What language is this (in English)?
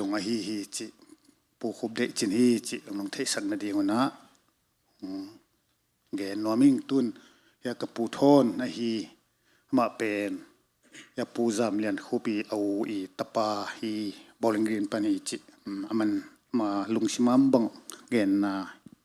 Tedim Chin